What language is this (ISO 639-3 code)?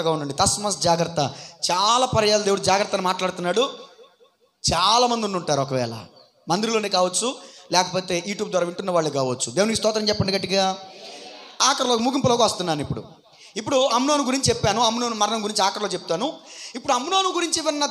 tel